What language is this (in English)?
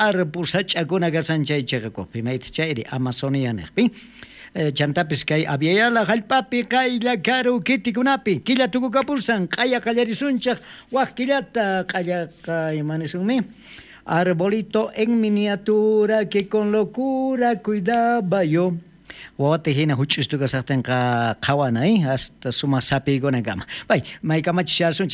South Bolivian Quechua